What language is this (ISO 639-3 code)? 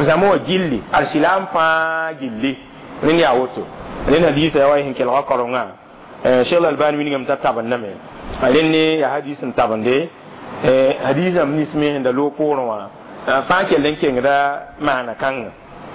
mos